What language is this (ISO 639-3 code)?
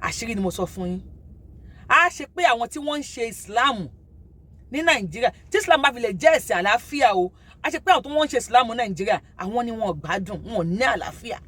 yor